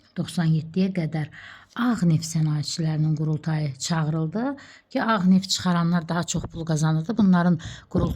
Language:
Azerbaijani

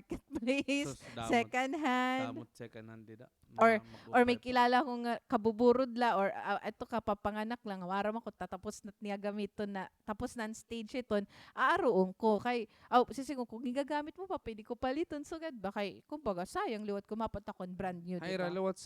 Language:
Waray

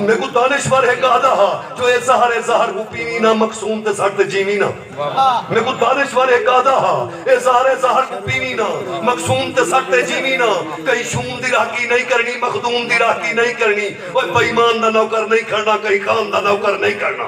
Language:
Saraiki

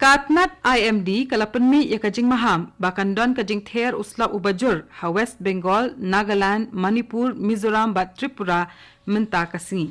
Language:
Khasi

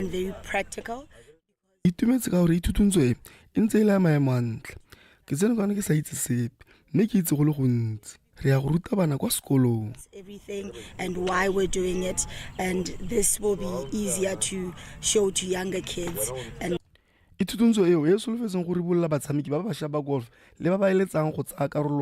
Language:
Tswana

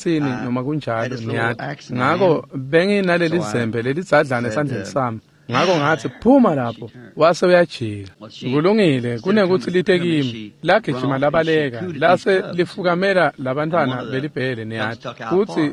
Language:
Swati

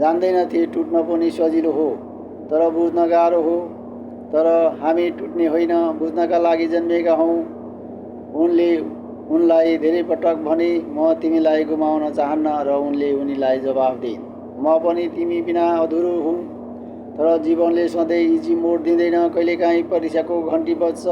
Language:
Nepali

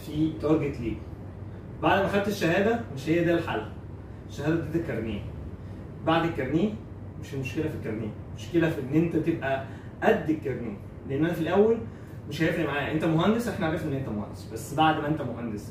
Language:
Egyptian Arabic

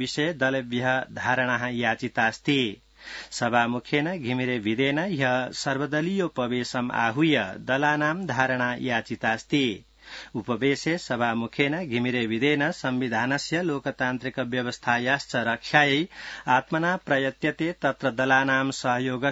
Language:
Sanskrit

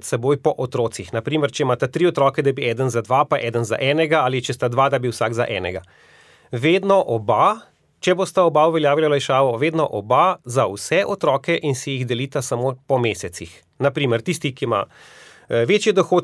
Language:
Slovenian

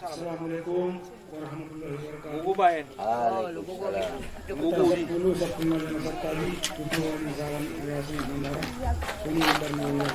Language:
Batak Angkola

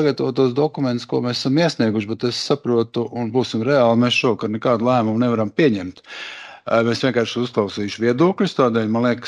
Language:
Latvian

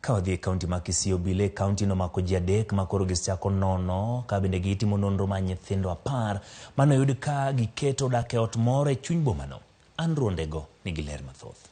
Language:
Luo (Kenya and Tanzania)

